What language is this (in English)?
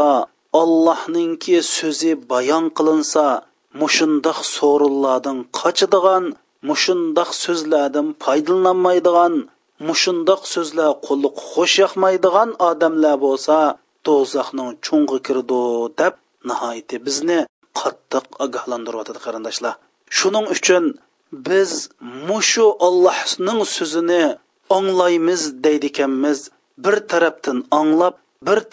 Uyghur